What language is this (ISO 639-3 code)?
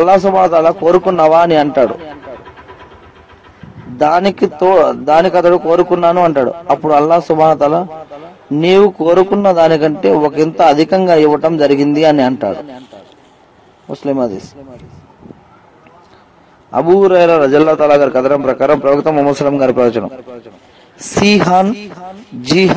tel